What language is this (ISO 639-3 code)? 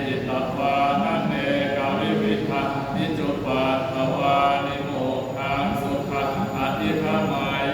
pli